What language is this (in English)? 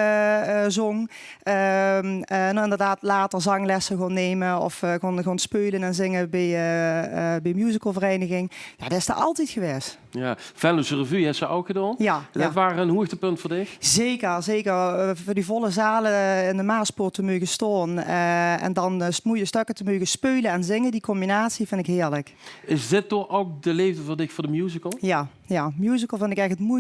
Limburgish